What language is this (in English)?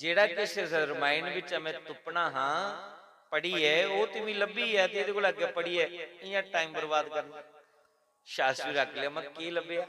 Dogri